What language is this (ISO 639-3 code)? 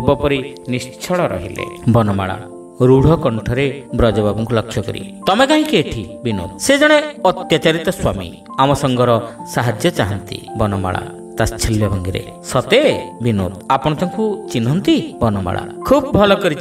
ori